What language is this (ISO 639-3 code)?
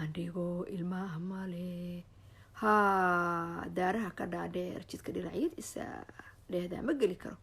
som